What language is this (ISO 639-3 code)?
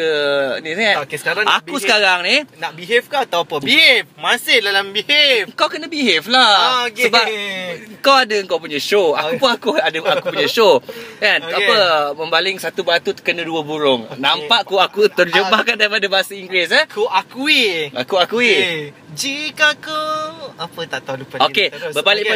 msa